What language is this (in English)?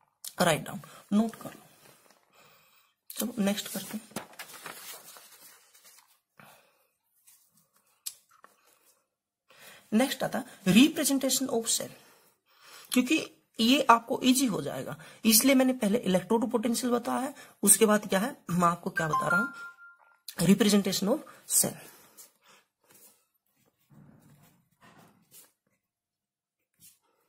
Hindi